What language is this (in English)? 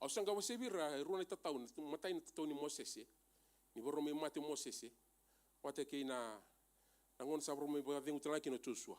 Fijian